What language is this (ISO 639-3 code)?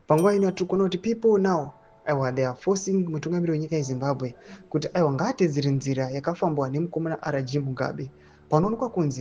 sna